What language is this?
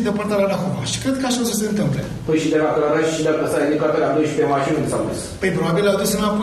Romanian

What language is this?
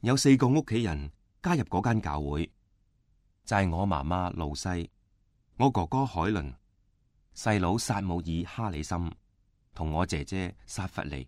Cantonese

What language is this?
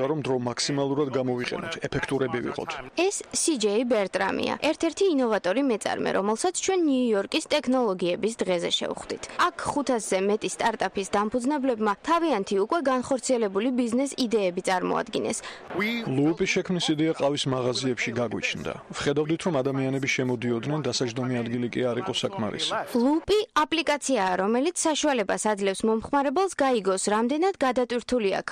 Georgian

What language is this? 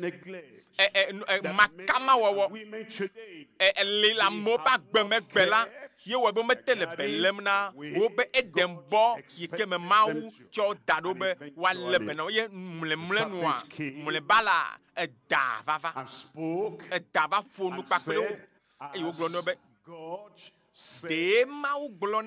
Ewe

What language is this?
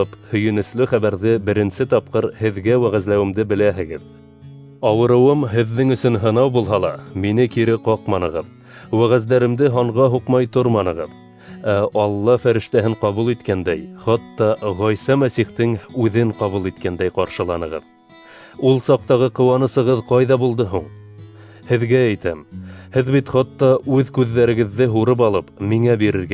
Bashkir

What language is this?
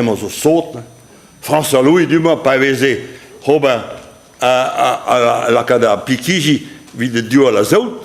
Breton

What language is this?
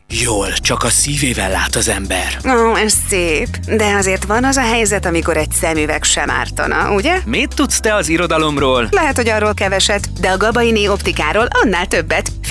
Hungarian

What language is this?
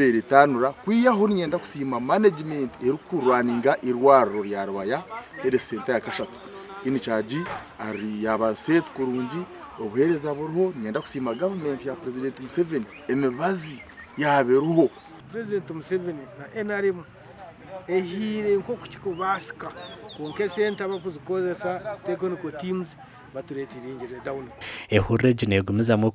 Nyankole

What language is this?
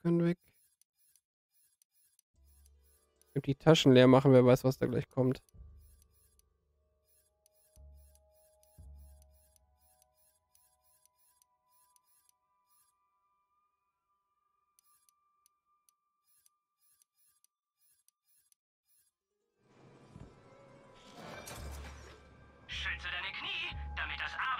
German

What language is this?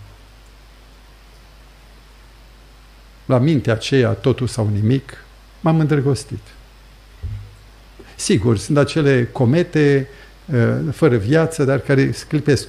Romanian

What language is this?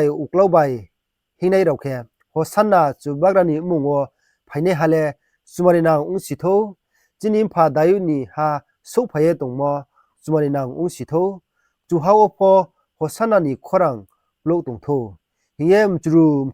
Riang (India)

